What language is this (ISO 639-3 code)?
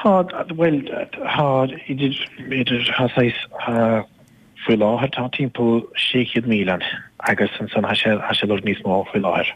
gle